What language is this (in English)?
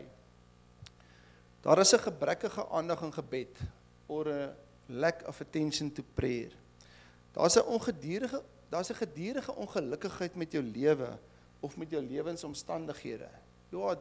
Afrikaans